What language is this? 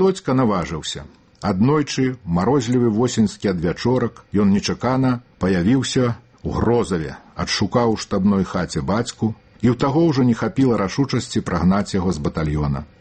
Belarusian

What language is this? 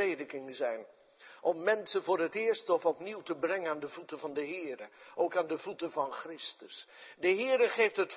Dutch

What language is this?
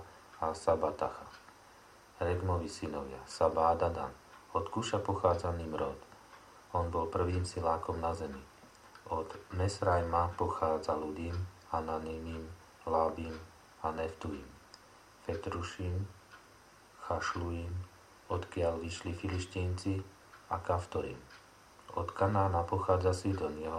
Slovak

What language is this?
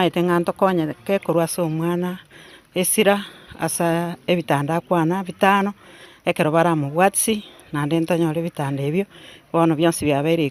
Gusii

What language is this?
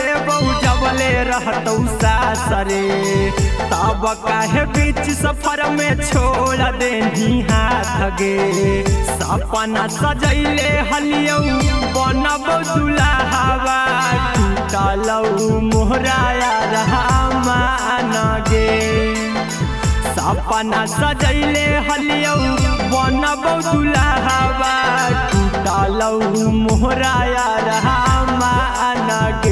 Magahi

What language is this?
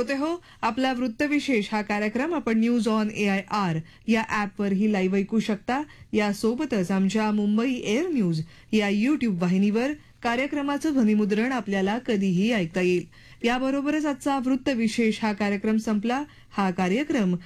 Marathi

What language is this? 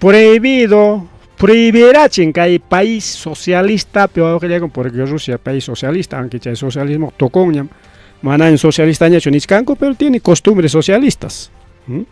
Ayacucho Quechua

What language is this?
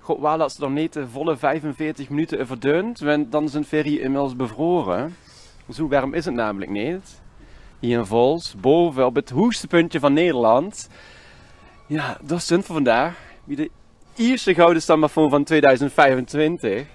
Limburgish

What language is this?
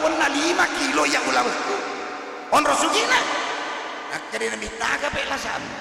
Buginese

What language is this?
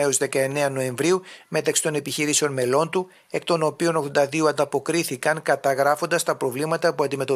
Greek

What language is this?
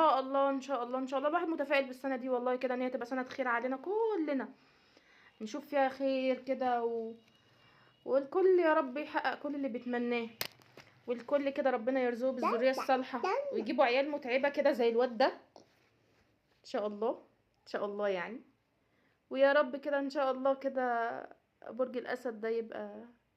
Egyptian Arabic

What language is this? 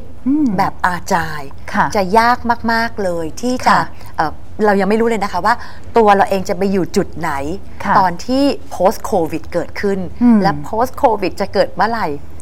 Thai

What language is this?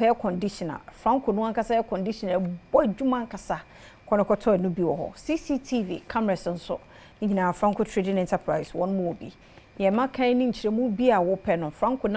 Akan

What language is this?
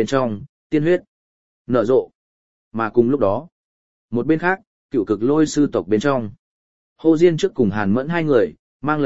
Vietnamese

